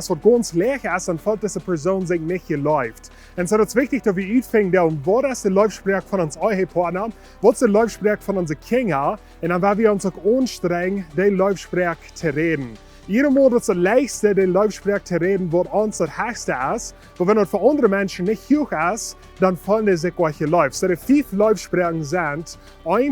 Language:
Plautdietsch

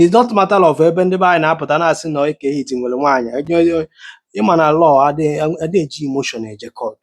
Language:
Igbo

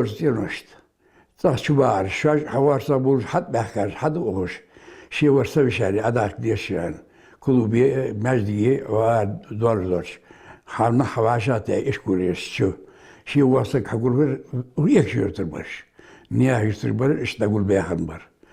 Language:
Ingush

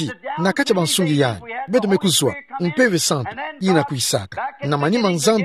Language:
Kituba (Democratic Republic of Congo)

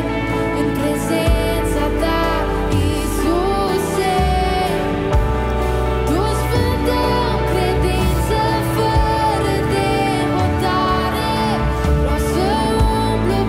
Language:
Romanian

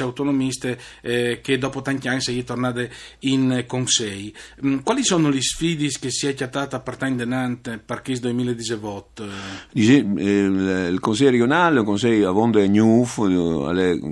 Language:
Friulian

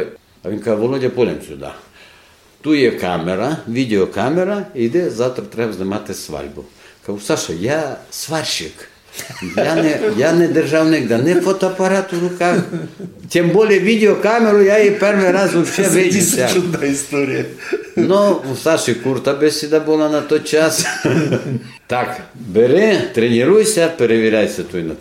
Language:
Rusyn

